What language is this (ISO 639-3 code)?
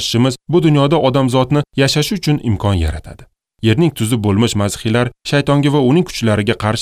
uzb